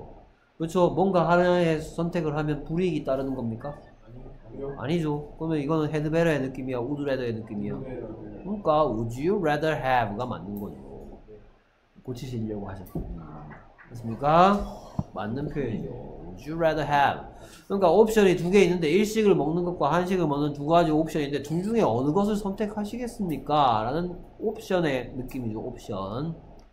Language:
Korean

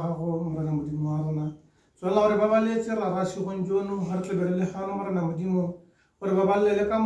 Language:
Tswana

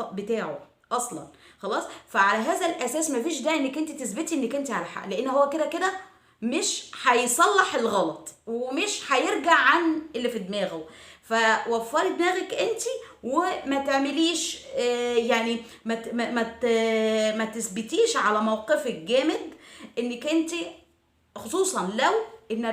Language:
Egyptian Arabic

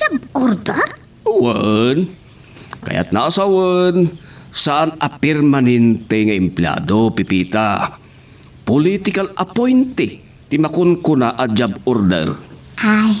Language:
Iloko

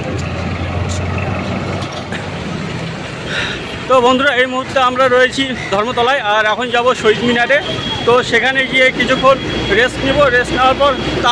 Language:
Bangla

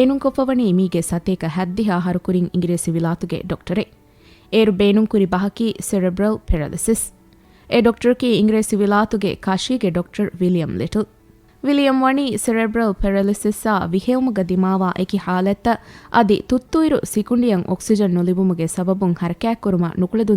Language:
Divehi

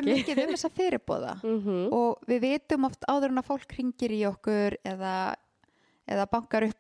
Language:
Icelandic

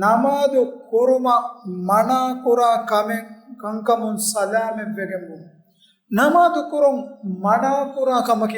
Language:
Divehi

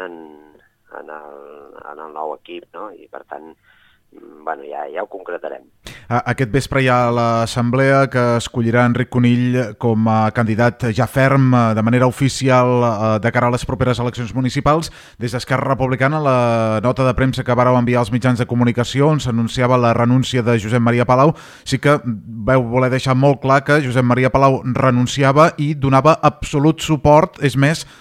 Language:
Catalan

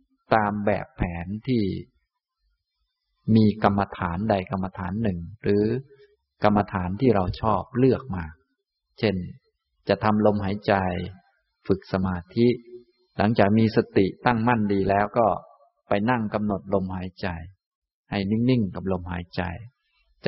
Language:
Thai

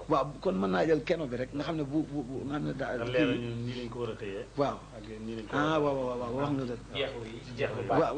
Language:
Wolof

